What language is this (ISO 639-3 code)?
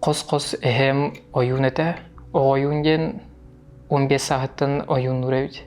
sah